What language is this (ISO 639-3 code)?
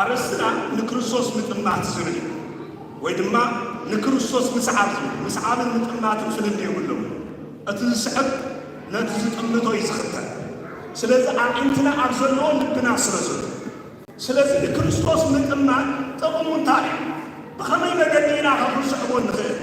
tir